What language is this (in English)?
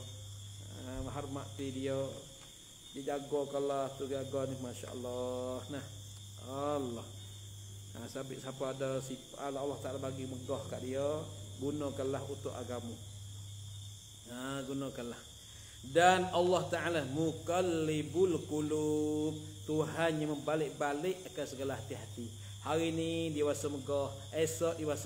Malay